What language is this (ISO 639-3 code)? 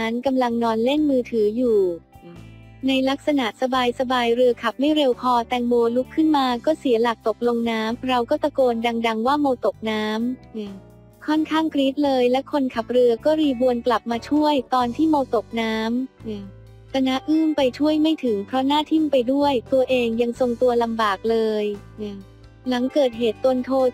tha